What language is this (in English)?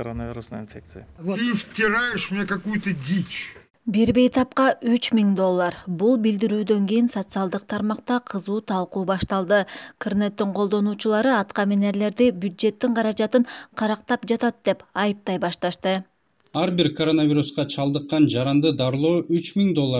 Kyrgyz